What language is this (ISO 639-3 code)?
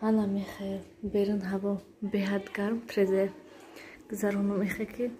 tgk